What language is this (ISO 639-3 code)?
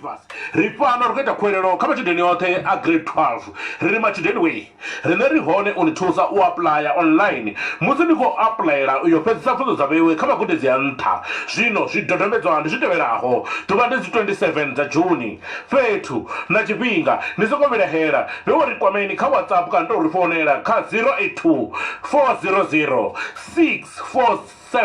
ven